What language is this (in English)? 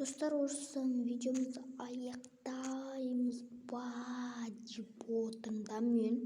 Kazakh